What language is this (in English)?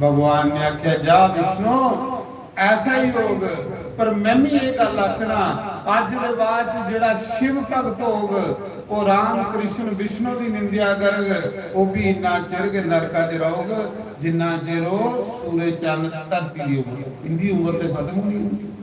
Dogri